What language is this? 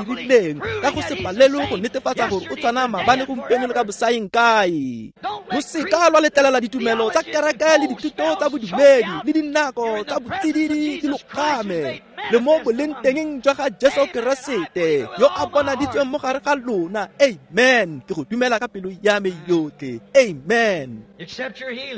Tswana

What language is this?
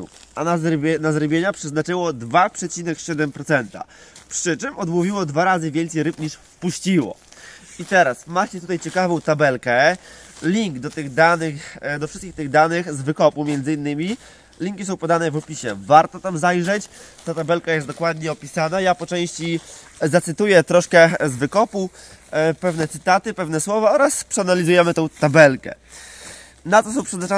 Polish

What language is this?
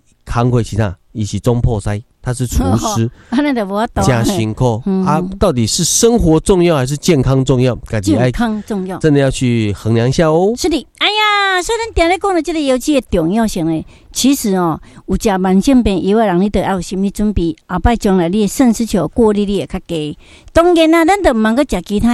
Min Nan Chinese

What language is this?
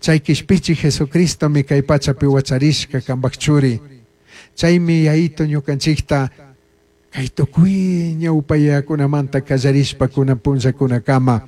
Chimborazo Highland Quichua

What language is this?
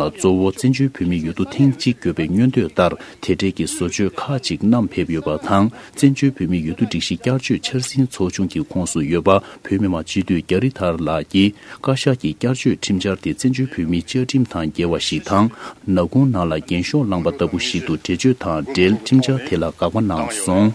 Tibetan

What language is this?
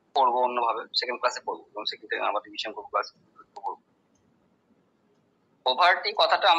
Bangla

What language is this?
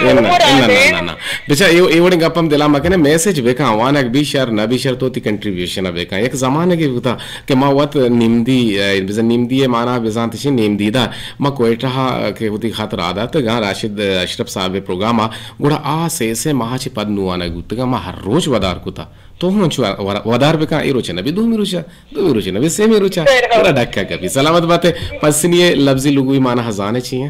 Eastern Balochi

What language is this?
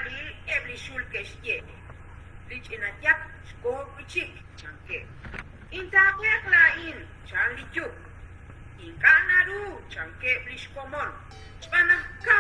Kekchí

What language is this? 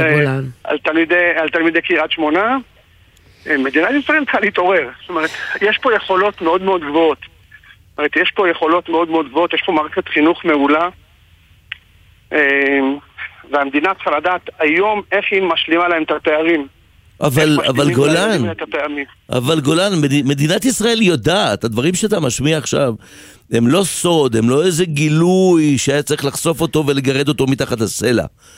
Hebrew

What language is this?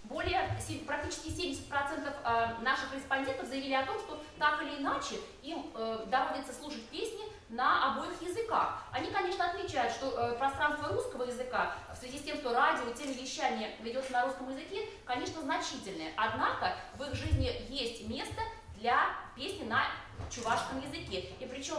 Russian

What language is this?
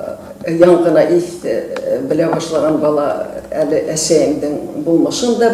Bashkir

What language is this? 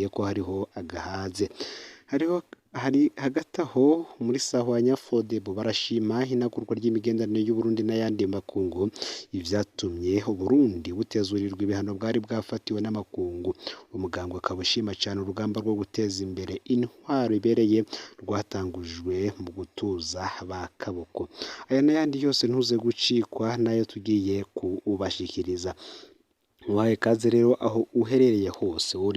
Rundi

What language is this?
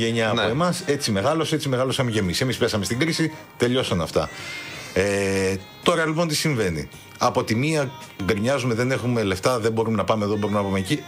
Greek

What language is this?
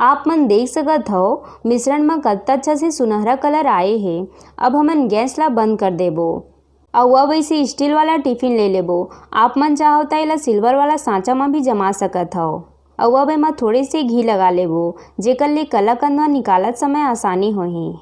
Chhattisgarhi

